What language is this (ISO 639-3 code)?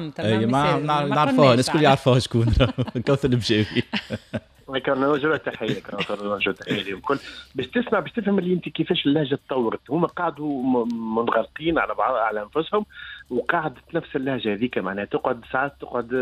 aeb